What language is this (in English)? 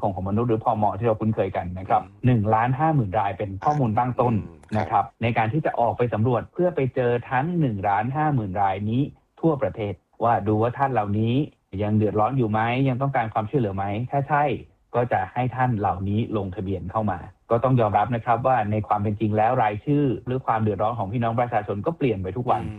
Thai